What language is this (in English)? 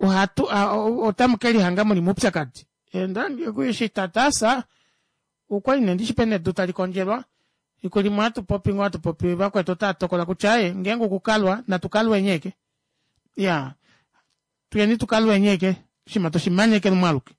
Kuanyama